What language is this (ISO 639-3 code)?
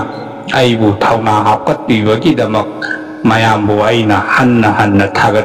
mni